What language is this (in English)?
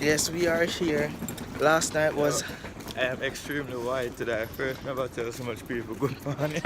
Jamaican Creole English